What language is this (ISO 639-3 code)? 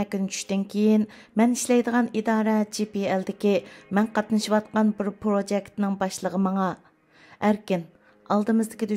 uig